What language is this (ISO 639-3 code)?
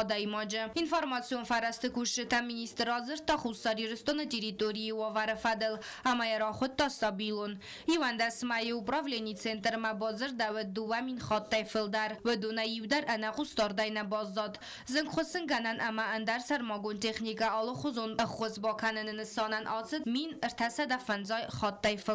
oss